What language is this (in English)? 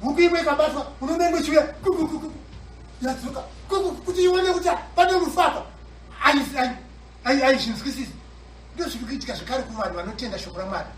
Shona